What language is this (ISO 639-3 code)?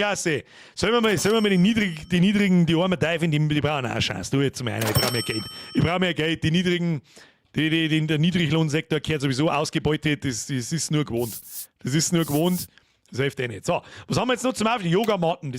bar